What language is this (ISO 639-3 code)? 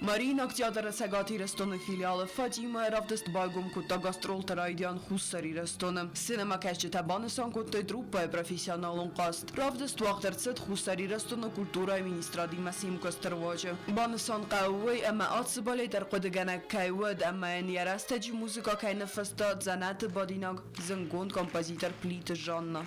oss